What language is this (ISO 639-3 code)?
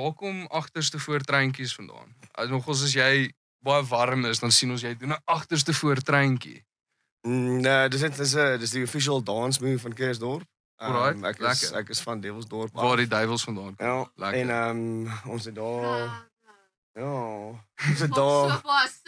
afr